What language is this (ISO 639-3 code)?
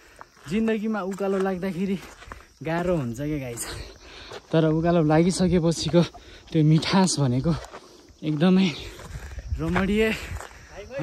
nep